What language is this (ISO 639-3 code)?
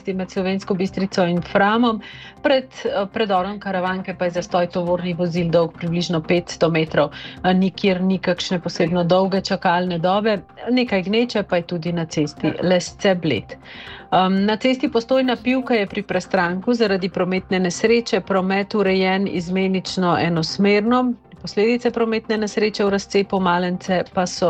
slv